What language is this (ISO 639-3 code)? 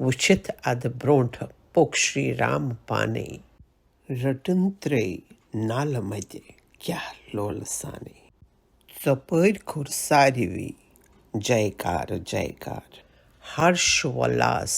kas